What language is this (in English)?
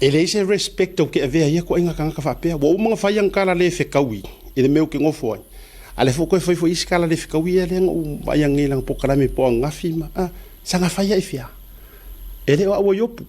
Samoan